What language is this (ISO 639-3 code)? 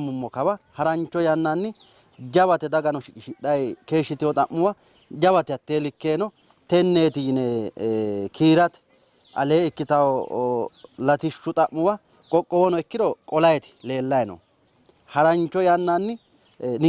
sid